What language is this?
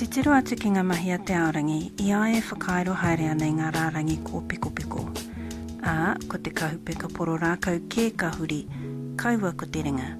Māori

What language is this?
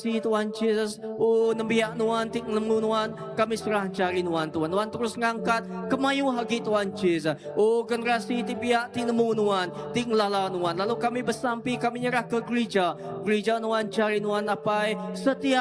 Iban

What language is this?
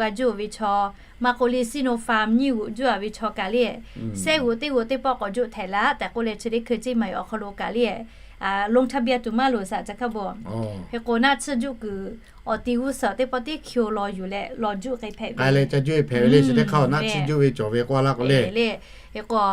Lahu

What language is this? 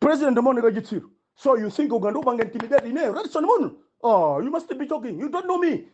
Nyanja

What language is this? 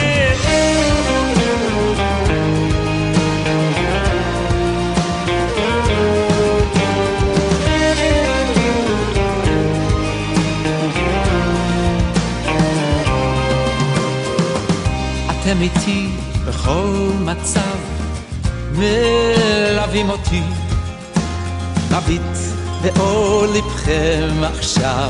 Hebrew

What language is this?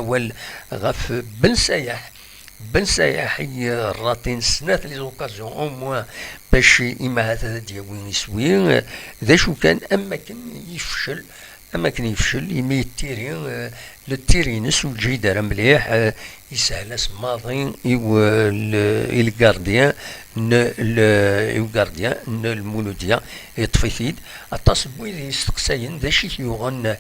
Kabyle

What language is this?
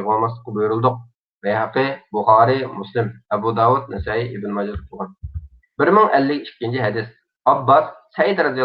Uyghur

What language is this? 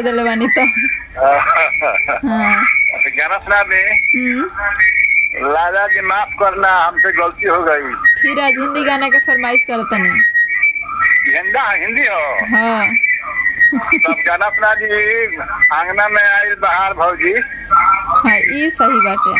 Bhojpuri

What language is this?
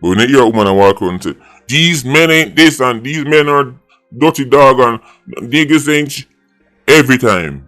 Jamaican Creole English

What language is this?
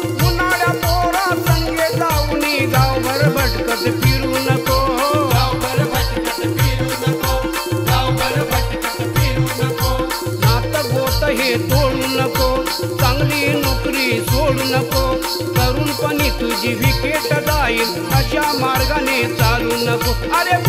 Marathi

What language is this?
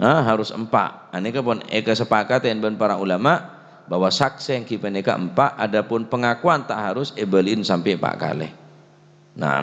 Madurese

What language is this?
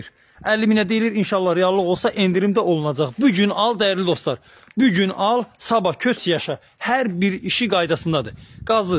Azerbaijani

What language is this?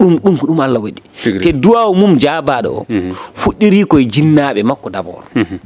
Fula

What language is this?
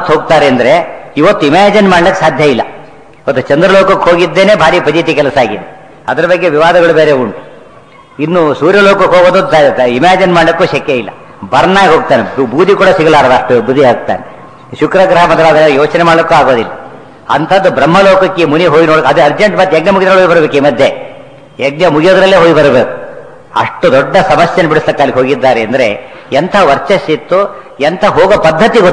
Kannada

